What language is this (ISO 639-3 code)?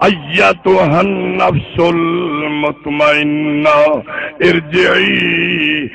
skr